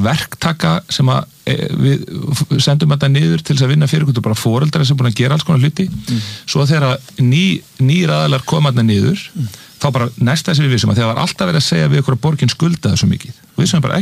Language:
Icelandic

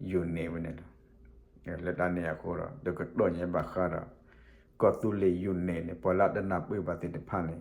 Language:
S'gaw Karen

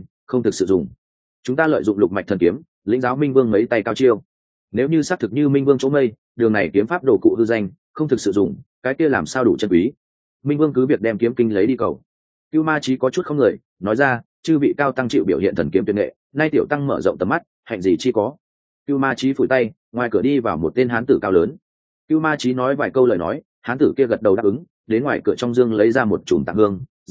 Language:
Vietnamese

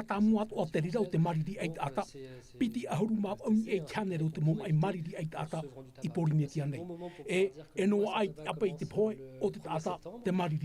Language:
Tahitian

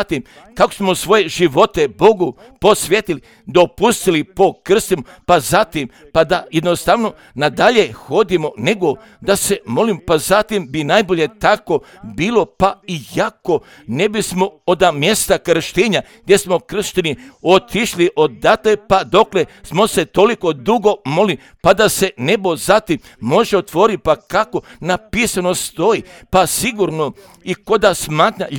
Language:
Croatian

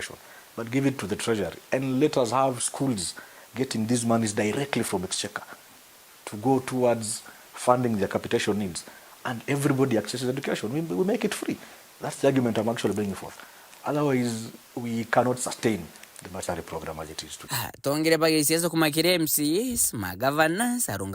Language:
Meru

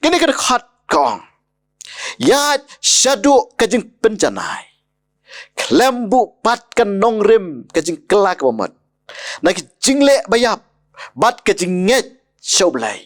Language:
Khasi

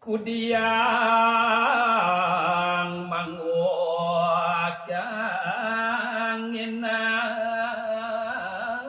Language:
Balinese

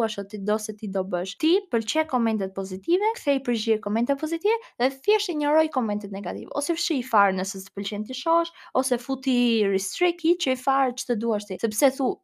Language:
Albanian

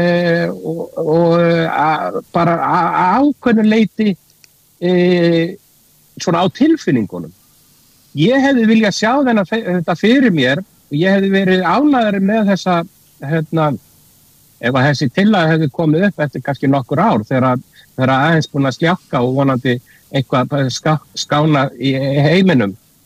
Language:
Icelandic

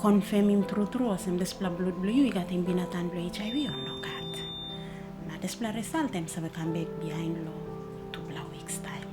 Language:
Tok Pisin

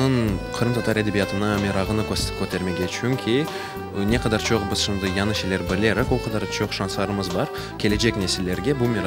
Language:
Crimean Tatar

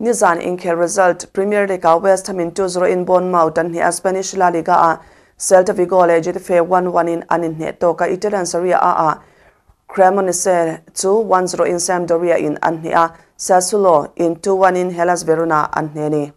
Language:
Mizo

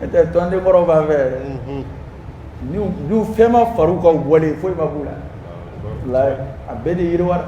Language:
Dyula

